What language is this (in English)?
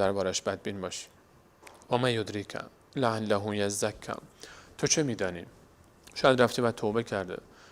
Persian